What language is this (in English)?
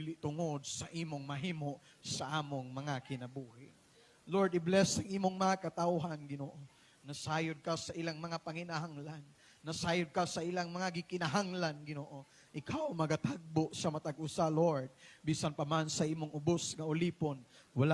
Cebuano